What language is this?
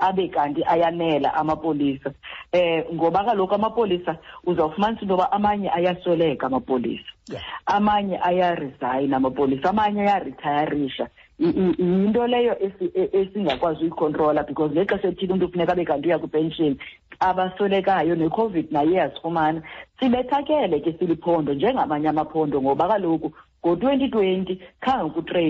Xhosa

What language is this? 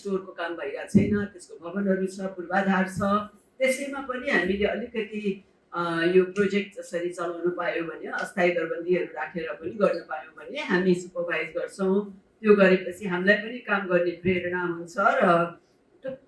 Nepali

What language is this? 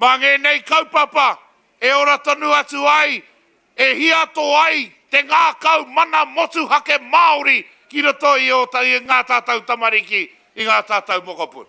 Māori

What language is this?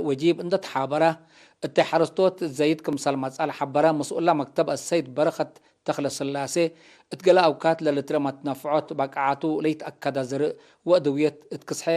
Tigre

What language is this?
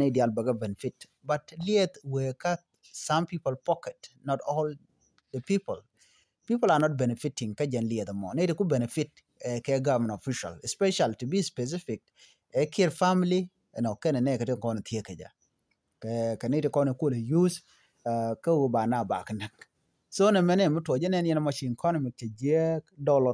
Nuer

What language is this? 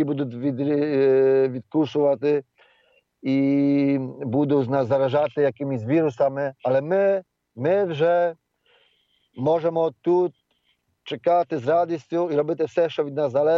Ukrainian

